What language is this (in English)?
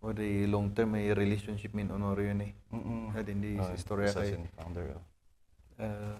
Kankanaey